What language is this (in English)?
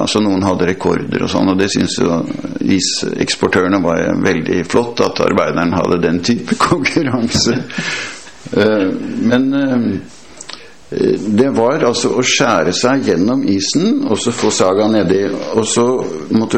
Norwegian